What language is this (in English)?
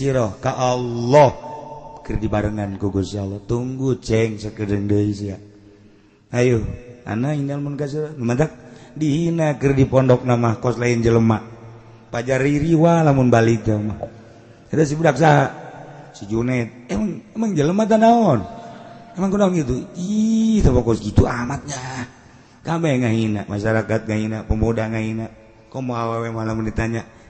Sundanese